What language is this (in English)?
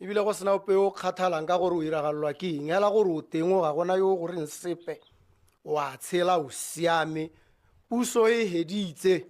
Tswana